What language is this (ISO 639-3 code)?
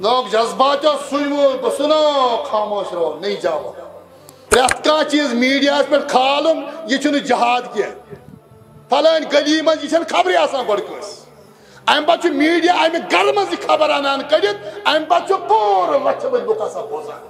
kas